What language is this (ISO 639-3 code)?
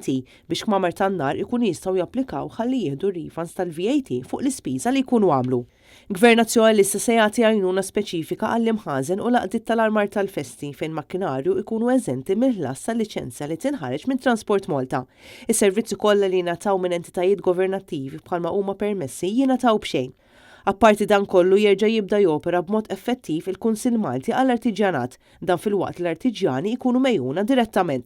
mlt